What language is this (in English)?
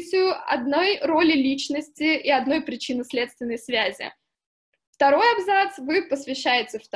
Russian